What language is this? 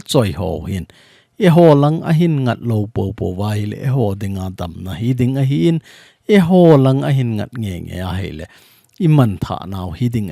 Thado Chin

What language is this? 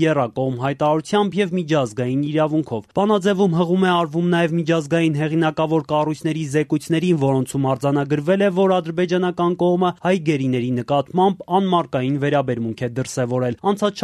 Armenian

